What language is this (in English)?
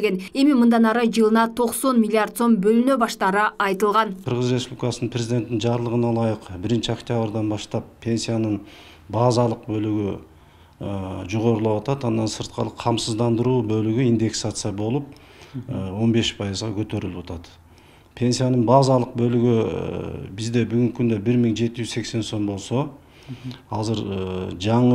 Kyrgyz